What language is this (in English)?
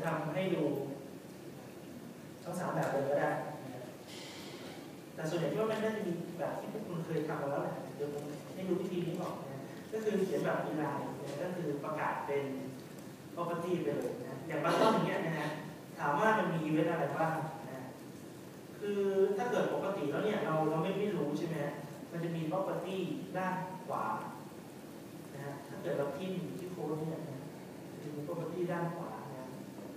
Thai